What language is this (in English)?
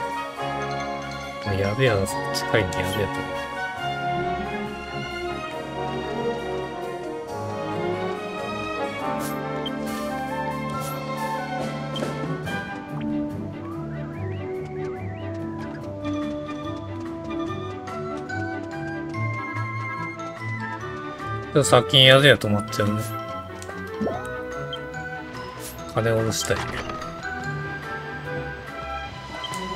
Japanese